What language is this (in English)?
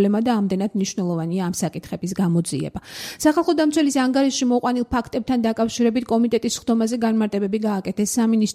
Georgian